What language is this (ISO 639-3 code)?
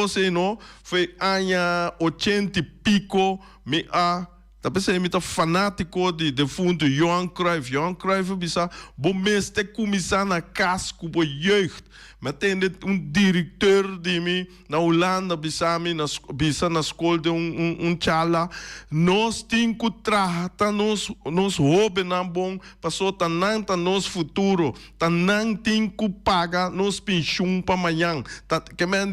pap